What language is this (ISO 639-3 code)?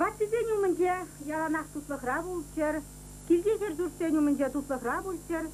chv